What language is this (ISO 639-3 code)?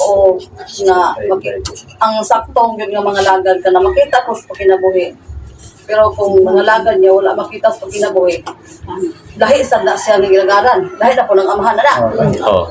ceb